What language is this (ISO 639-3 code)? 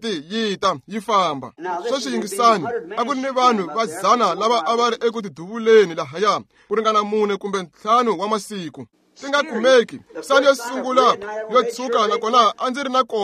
tso